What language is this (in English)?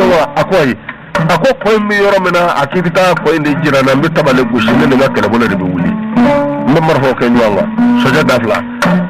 Bambara